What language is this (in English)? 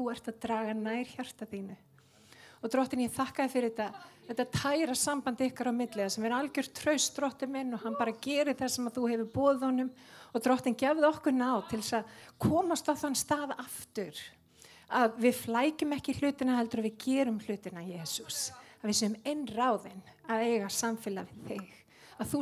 Icelandic